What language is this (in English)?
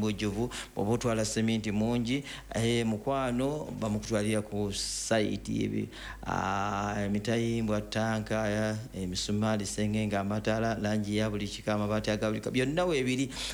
Ganda